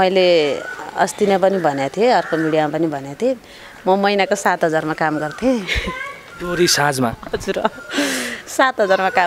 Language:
Nepali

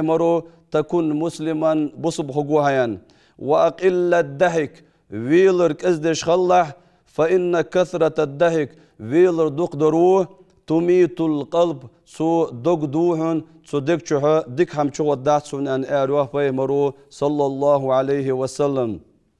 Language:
Ingush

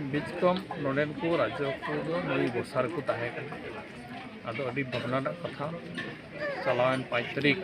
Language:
Santali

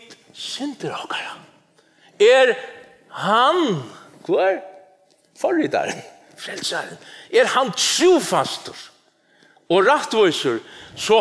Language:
Faroese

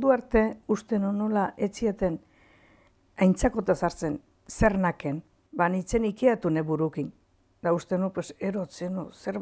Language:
Basque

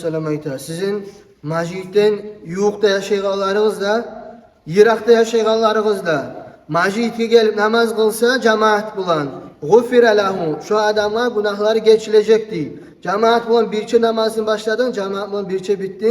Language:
Kumyk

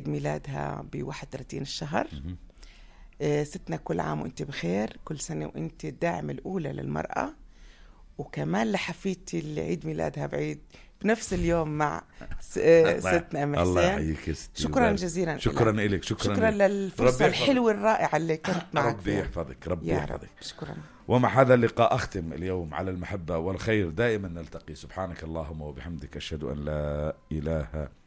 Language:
North Levantine Arabic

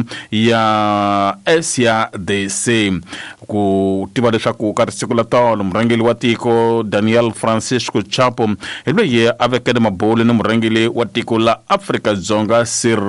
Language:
Tsonga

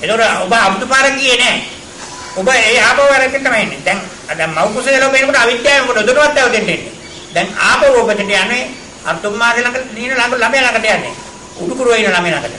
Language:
Sinhala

